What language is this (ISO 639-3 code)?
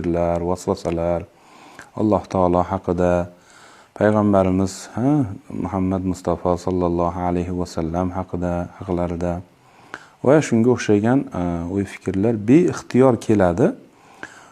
uzb